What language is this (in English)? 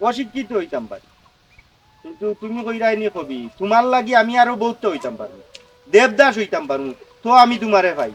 Sylheti